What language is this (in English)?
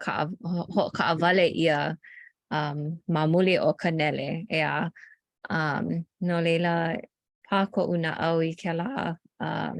Hawaiian